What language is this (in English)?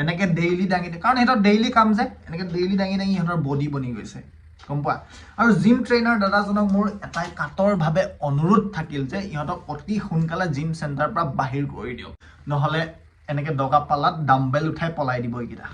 Assamese